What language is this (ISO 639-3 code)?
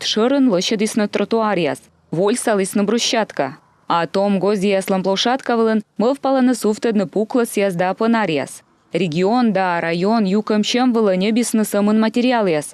kom